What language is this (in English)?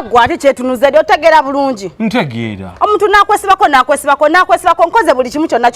Ganda